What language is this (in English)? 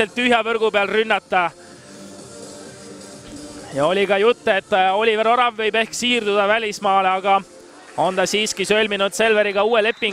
Estonian